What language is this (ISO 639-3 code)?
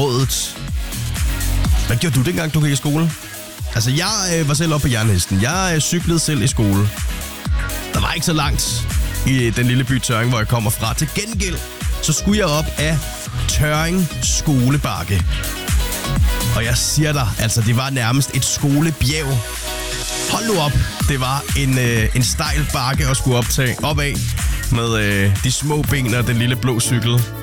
dan